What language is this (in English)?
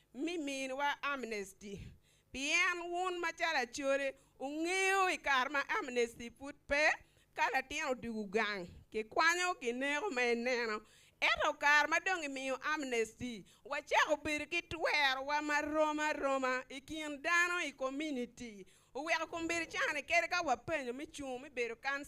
Acoli